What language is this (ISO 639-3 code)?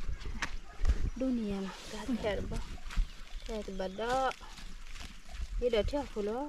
ksw